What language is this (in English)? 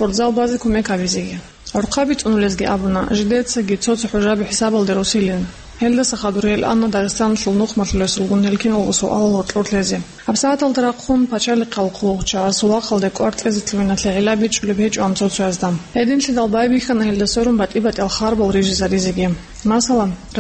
Avaric